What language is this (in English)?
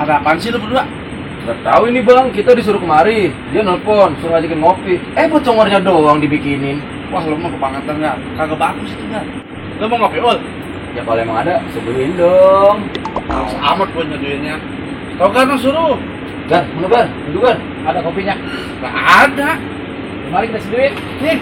Betawi